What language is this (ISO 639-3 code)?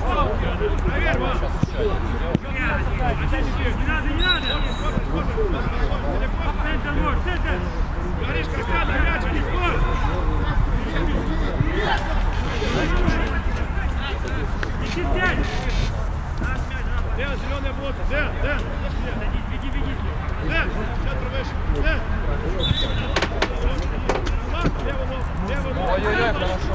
rus